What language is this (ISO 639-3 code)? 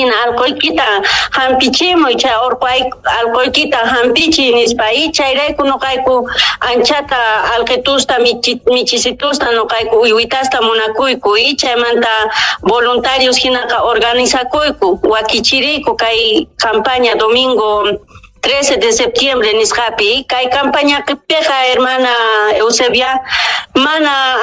quh